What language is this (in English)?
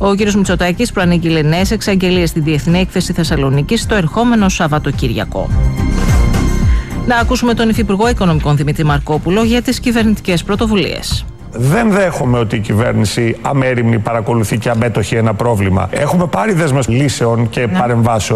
Greek